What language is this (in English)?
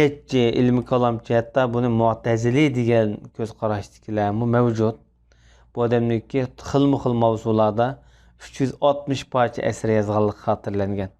Uyghur